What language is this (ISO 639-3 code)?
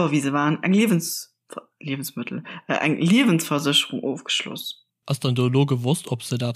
ltz